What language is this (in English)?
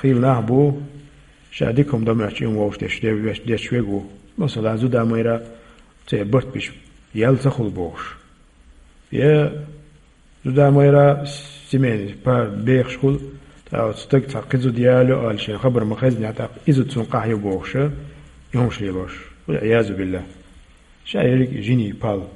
Chechen